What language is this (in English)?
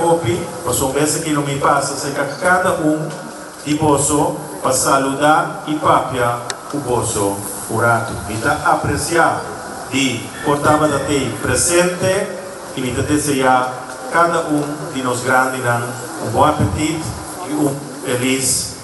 Papiamento